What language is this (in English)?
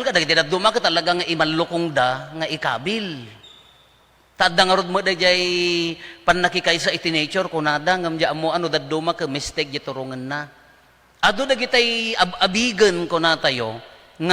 Iloko